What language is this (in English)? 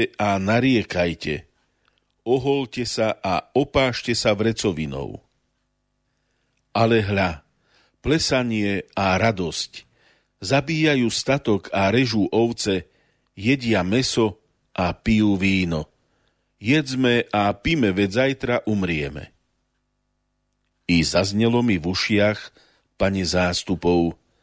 Slovak